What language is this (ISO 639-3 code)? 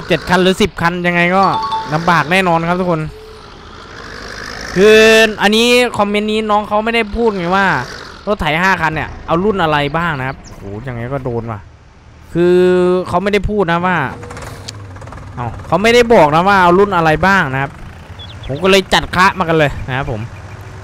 tha